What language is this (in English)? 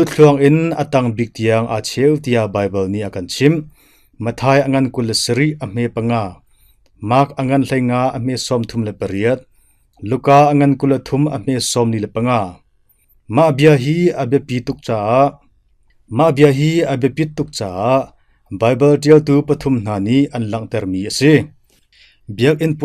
Hakha Chin